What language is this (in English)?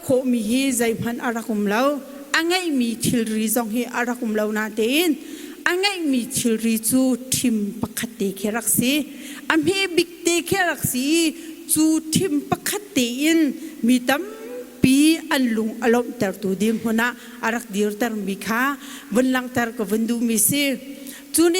Hakha Chin